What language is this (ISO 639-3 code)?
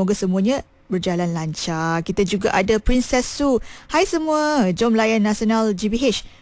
msa